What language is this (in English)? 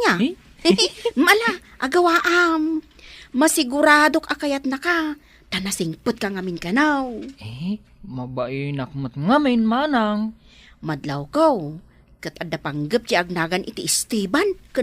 Iloko